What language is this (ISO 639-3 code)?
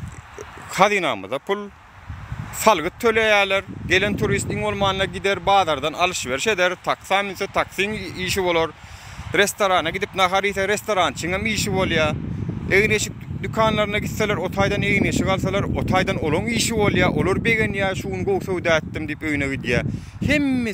tuk